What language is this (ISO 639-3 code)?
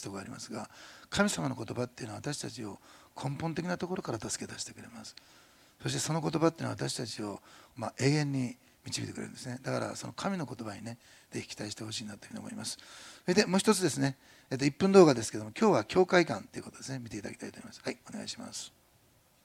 jpn